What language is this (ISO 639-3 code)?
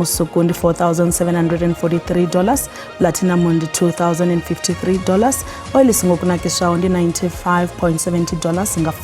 ven